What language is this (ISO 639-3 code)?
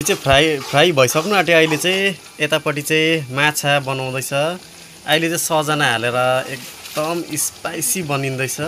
nep